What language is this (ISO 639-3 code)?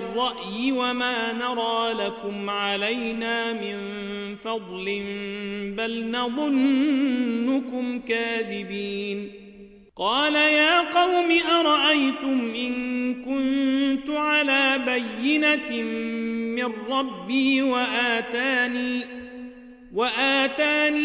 ara